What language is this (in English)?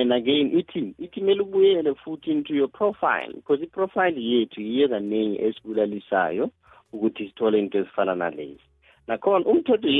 South Ndebele